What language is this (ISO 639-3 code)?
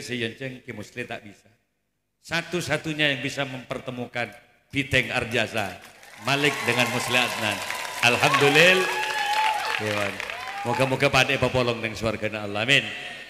mad